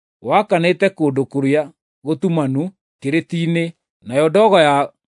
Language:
Kikuyu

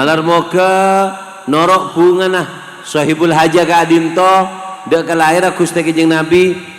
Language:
Madurese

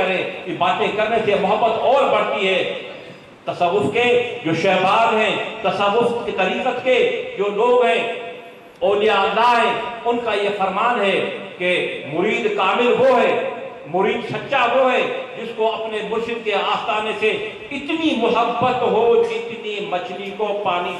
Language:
Urdu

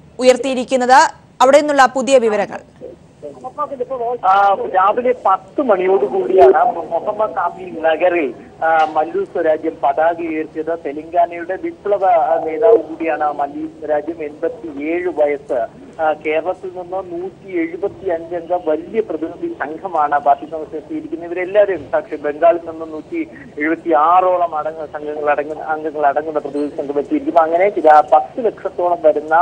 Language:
Malayalam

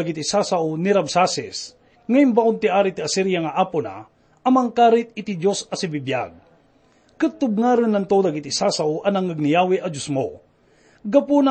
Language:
Iloko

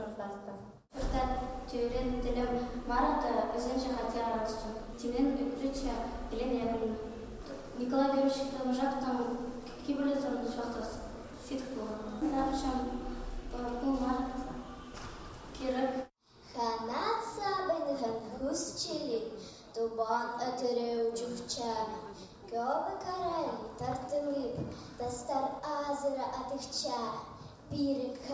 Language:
Khakas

